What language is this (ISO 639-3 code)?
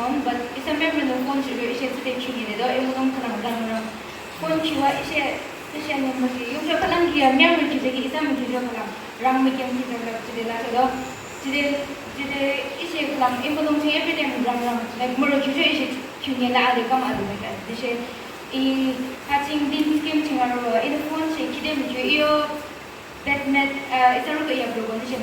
yim